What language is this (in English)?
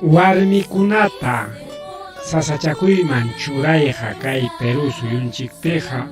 Ayacucho Quechua